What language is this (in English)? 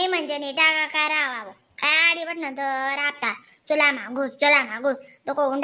Khandesi